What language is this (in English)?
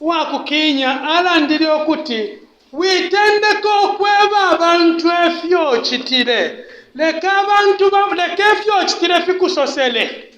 Bemba